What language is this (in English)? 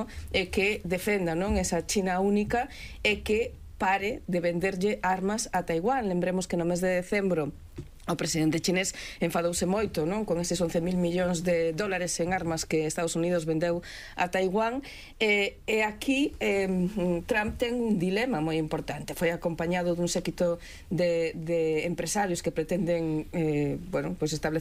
Galician